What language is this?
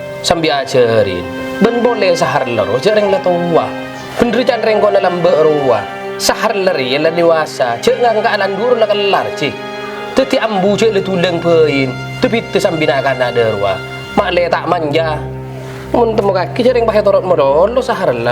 Madurese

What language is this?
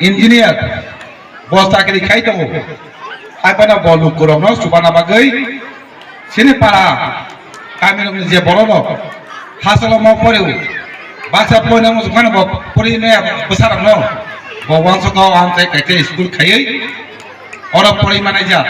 Kok Borok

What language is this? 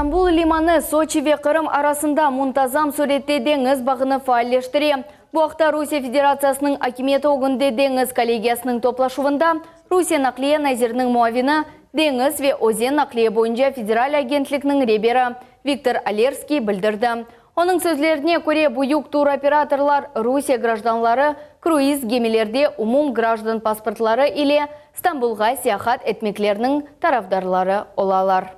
Crimean Tatar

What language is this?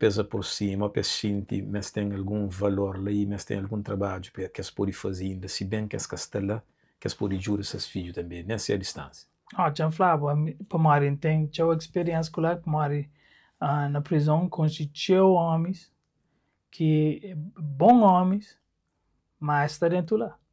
Kabuverdianu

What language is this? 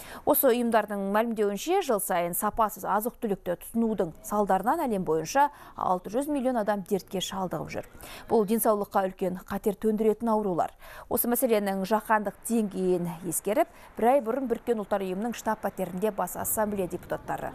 Kazakh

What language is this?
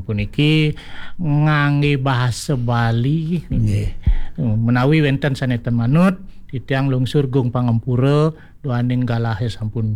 Balinese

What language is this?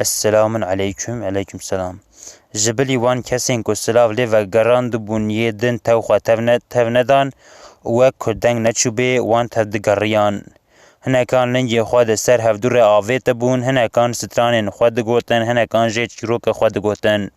Kurdish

